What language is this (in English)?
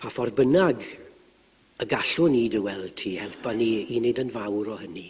Welsh